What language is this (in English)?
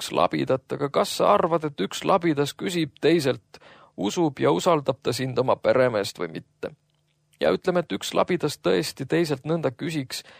Estonian